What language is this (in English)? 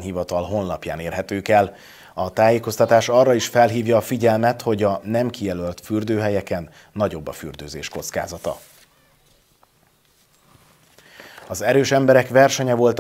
Hungarian